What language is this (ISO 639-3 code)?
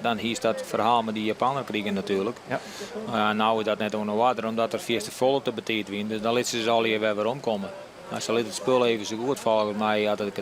fry